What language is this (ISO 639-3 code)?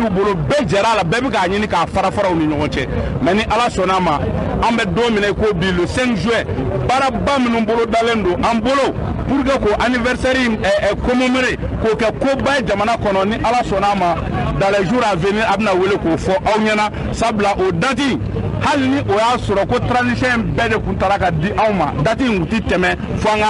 bam